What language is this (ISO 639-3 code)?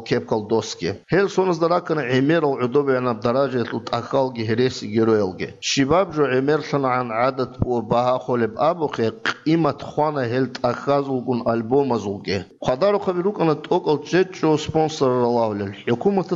ava